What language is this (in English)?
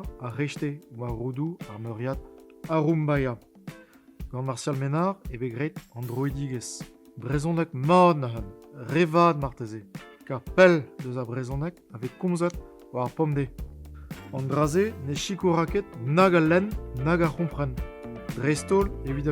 Breton